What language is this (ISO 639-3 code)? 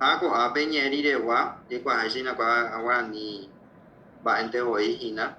grn